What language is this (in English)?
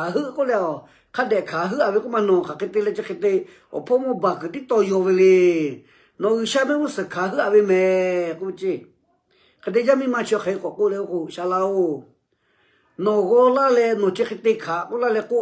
Lahu